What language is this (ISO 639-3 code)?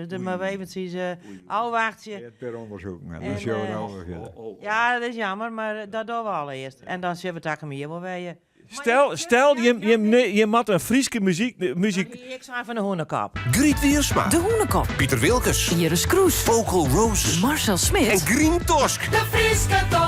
fry